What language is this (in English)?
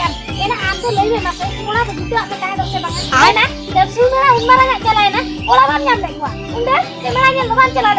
Santali